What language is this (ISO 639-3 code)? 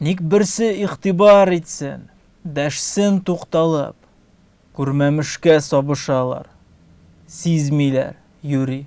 tat